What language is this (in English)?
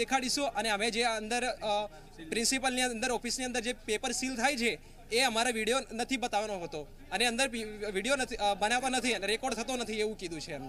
Gujarati